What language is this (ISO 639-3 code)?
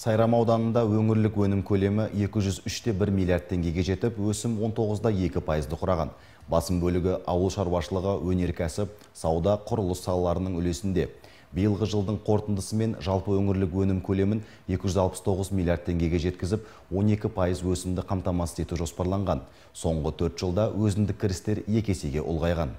kaz